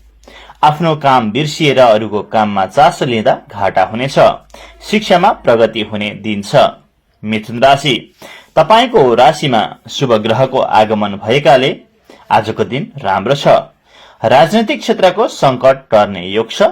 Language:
Nepali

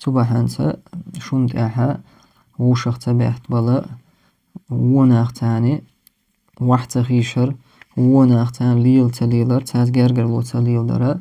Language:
Chechen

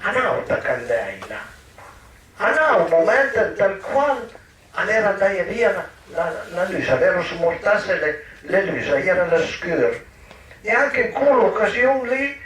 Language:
Piedmontese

